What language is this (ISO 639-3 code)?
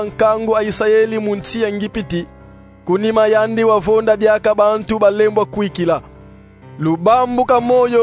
kon